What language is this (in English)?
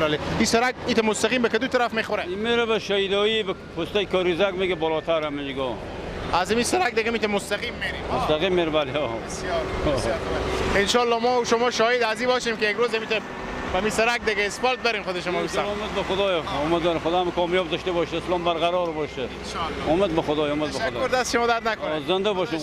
Persian